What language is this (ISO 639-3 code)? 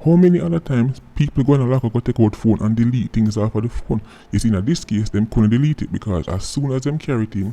jam